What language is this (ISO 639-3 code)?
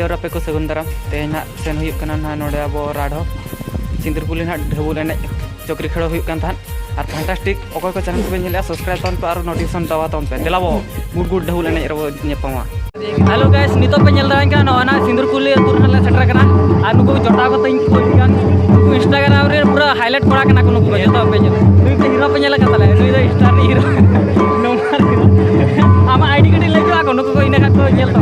sat